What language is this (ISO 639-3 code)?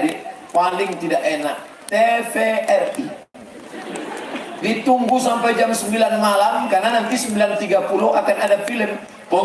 ind